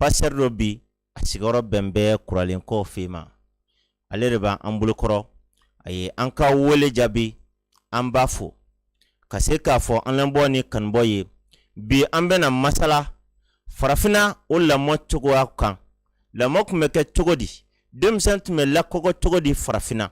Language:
Bambara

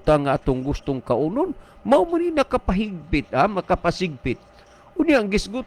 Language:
Cebuano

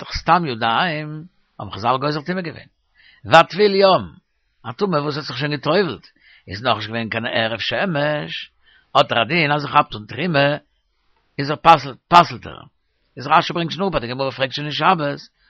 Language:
Yiddish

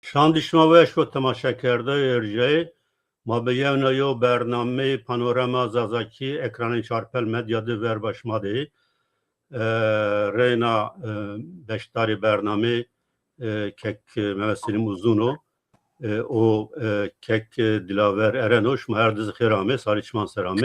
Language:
Zaza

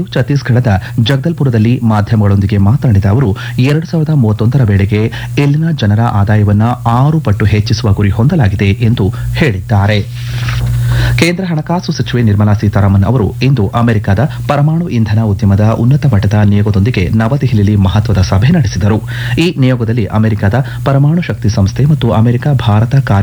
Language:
Kannada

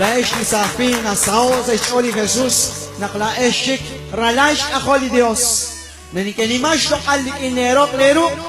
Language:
Kekchí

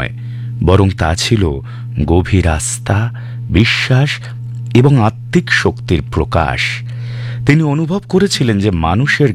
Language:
Bangla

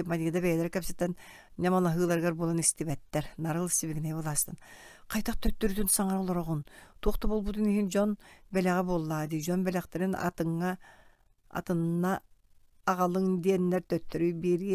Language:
Yakut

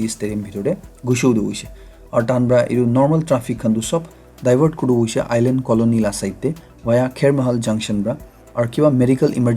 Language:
Naga Pidgin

